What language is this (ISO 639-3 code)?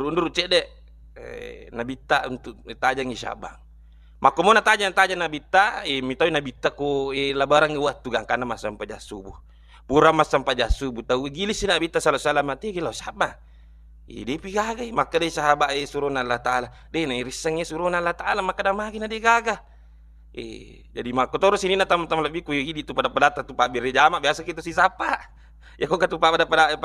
bug